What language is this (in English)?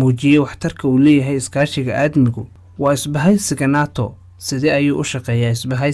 Somali